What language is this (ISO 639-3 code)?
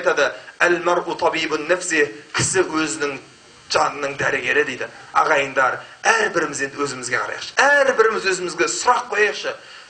kaz